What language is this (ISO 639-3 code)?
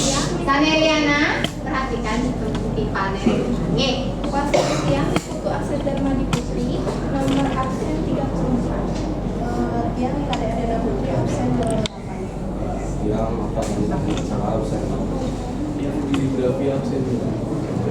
ban